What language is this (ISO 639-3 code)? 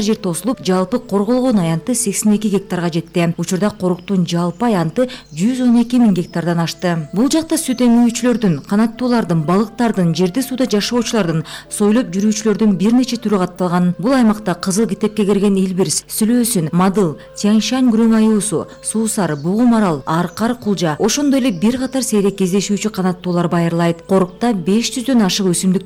kir